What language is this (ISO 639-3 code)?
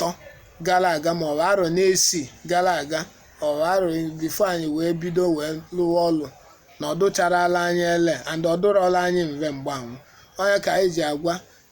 ibo